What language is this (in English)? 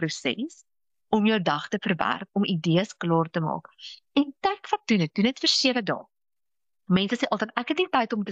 Afrikaans